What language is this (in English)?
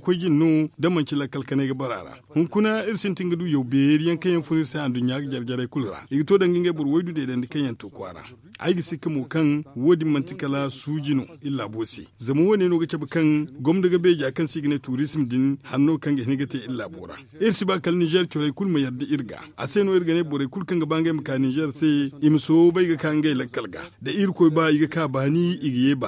Zarma